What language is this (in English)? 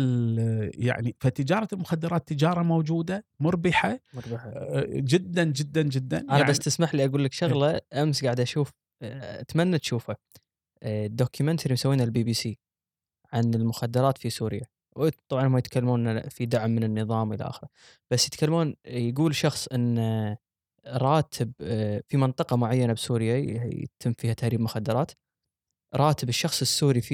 Gulf Arabic